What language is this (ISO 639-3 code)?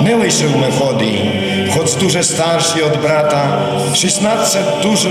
rue